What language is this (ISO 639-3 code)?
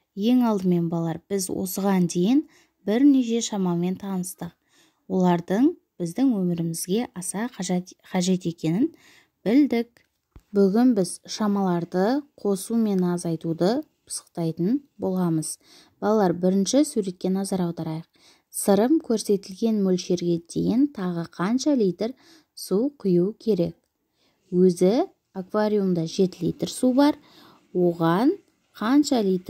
kaz